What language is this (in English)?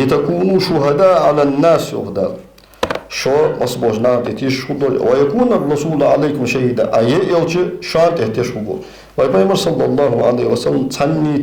Ingush